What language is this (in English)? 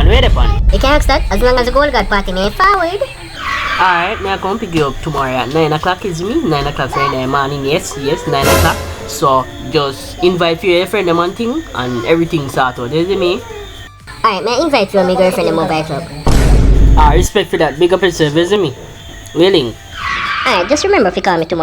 Jamaican Creole English